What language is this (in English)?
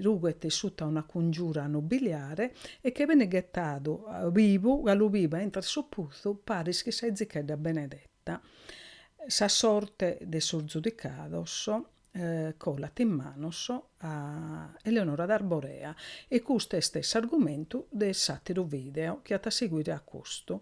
Sardinian